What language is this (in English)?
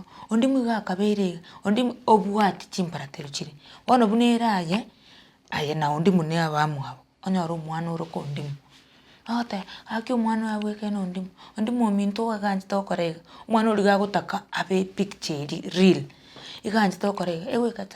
Gusii